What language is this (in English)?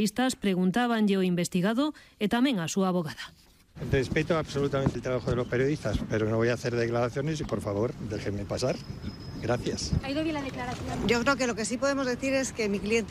Galician